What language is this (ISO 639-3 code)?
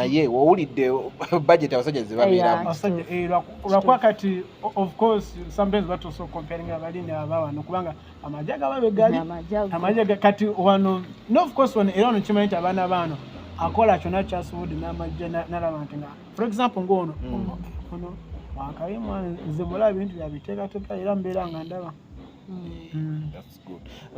lug